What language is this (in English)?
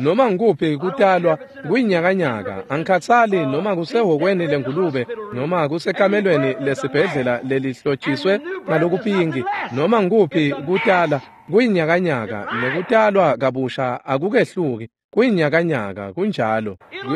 Swati